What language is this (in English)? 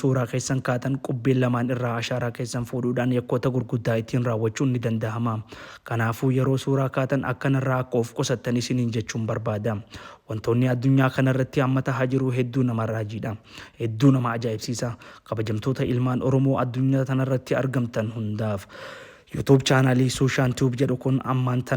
Oromo